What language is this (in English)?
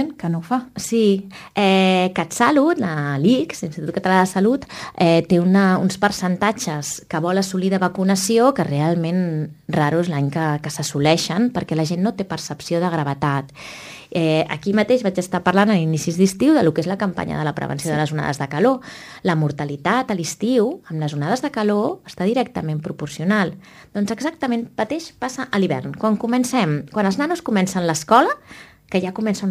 Catalan